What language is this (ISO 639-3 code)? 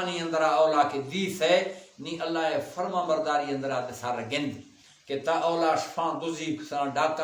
bal